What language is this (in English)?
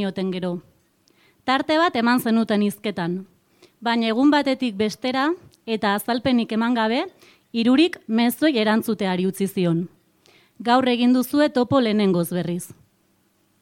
Basque